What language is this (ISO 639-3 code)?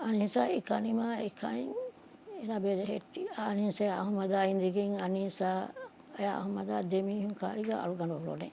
div